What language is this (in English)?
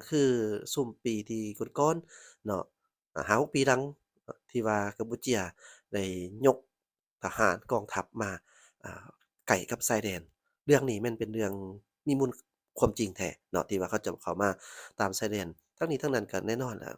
Lao